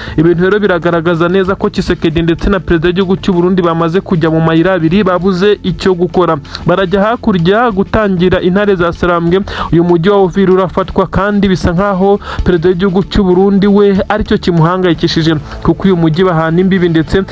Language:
Kinyarwanda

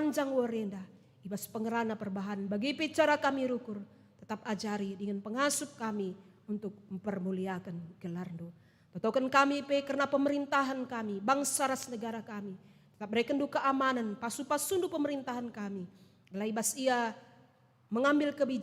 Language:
Batak Karo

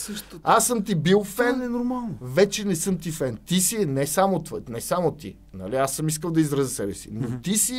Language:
Bulgarian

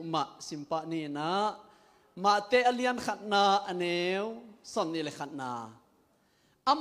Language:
Tedim Chin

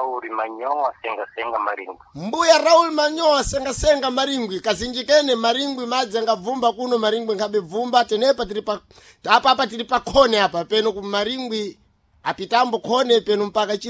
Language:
Sena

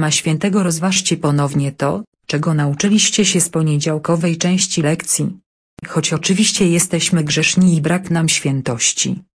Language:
Polish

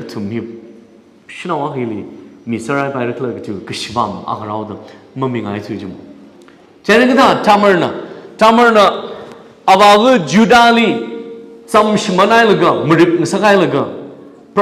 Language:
Tangkhul Naga (India)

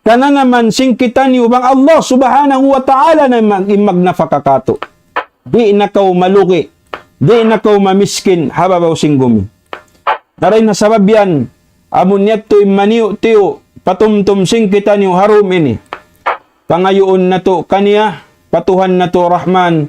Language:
Tausug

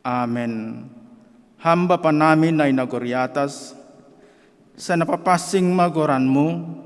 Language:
Batak Simalungun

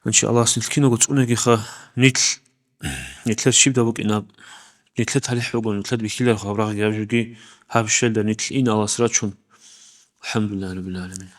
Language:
Avaric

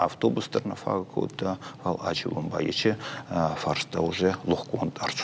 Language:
Ossetic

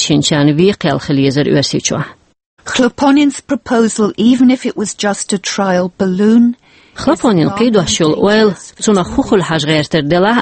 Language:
Chechen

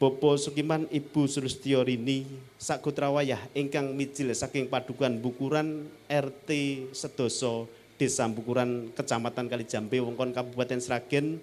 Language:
Javanese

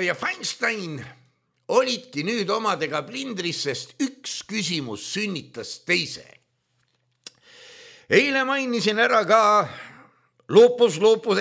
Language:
Estonian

